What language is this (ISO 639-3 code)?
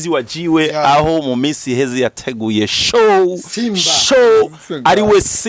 run